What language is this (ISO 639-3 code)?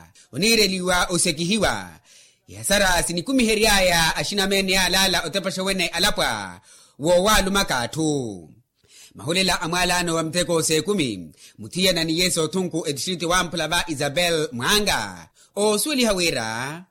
vmw